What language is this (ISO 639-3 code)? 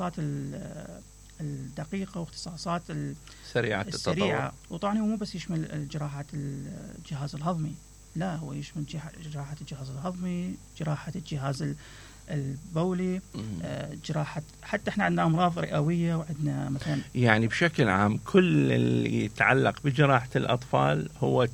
acm